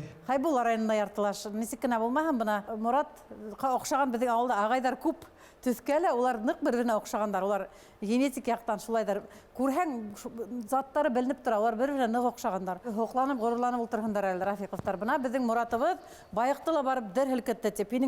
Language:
Bashkir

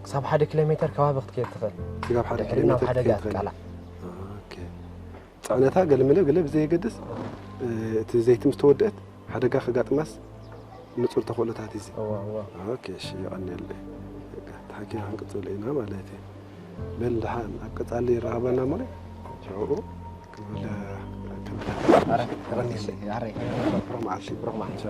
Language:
Tigrinya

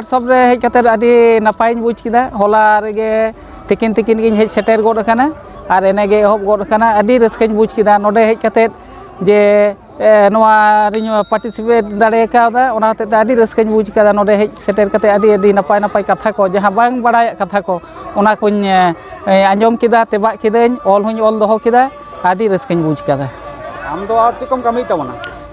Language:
Santali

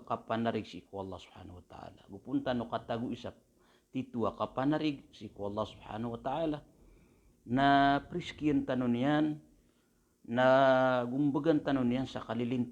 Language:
Maranao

